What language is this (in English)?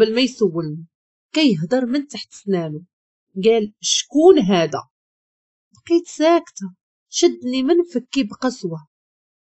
Moroccan Arabic